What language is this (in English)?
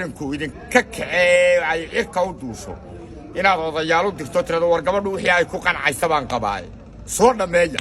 Somali